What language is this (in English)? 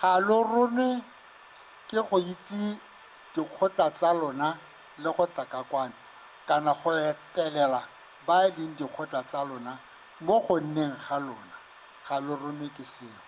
Tswana